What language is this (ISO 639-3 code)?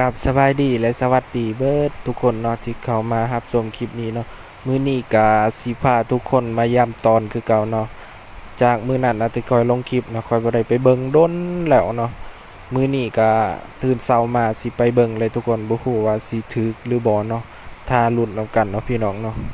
lao